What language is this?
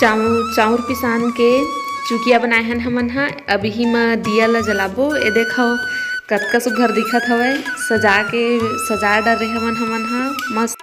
Chhattisgarhi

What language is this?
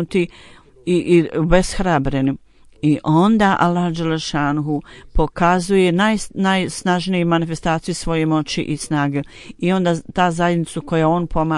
Bosnian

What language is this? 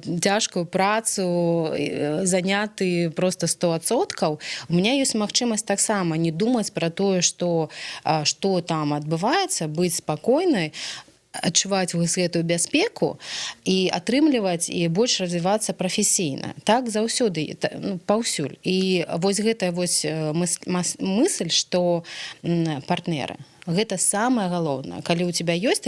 Belarusian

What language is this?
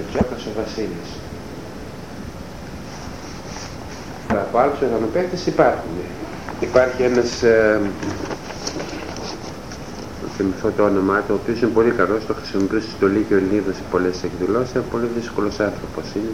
Greek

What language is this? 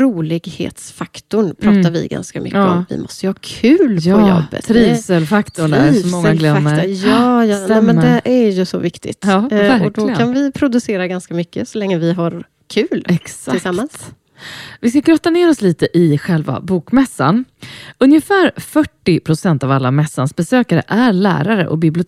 Swedish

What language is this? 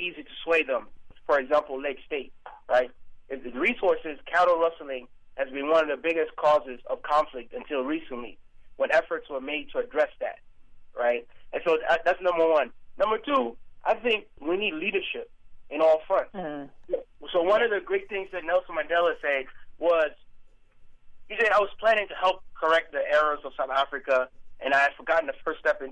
English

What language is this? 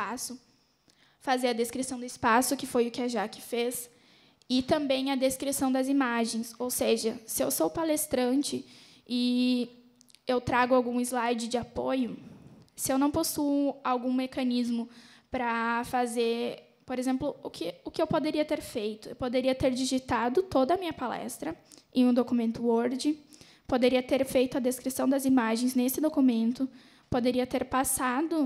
Portuguese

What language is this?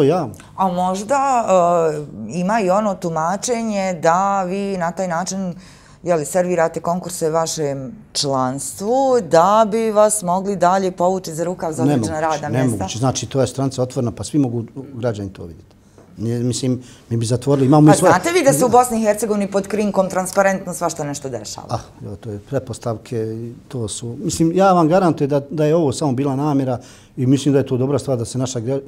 Bosnian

